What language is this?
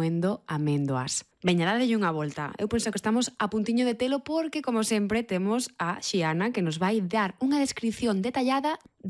Galician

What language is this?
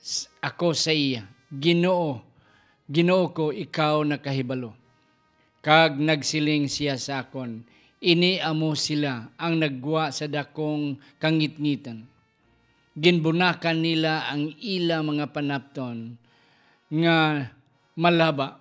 Hiligaynon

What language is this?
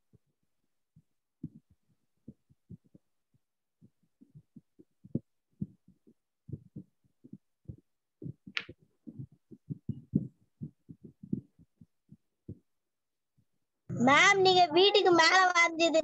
Tamil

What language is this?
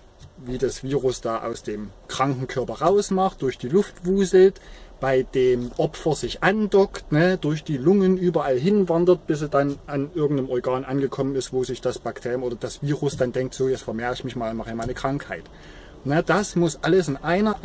German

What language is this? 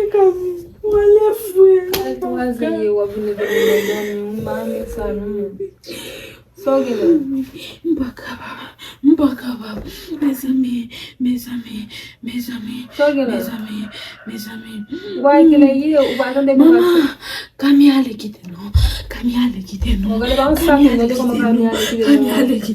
Haitian Creole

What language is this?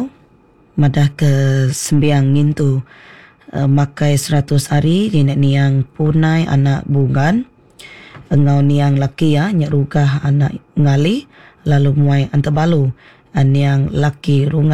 Iban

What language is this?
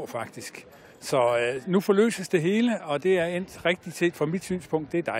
Danish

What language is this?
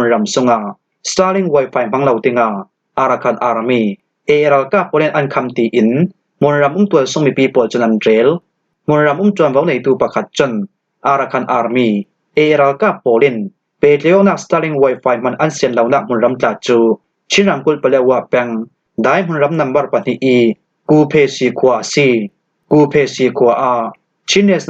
Falam Chin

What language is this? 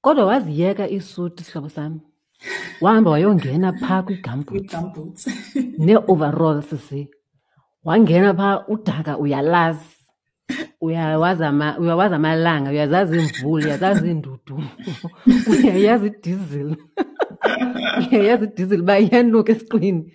Xhosa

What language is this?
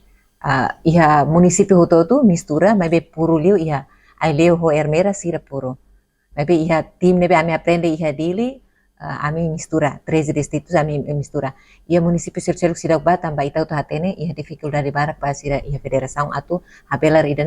Tetum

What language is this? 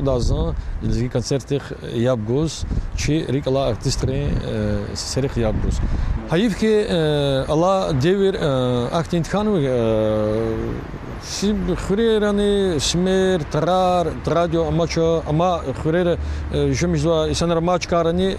Lezghian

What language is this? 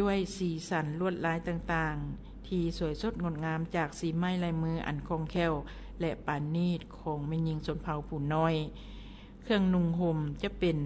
Lao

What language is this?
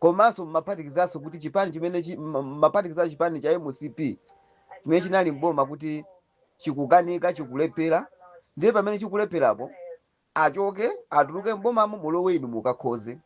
Nyanja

